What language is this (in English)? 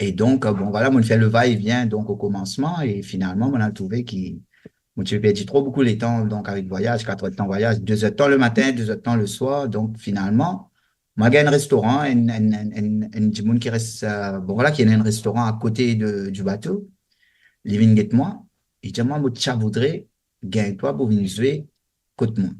Morisyen